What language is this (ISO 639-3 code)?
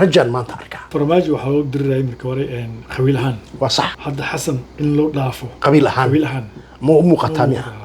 som